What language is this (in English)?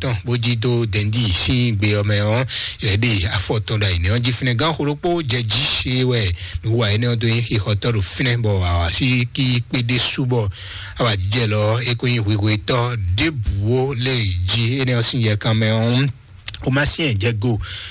Fon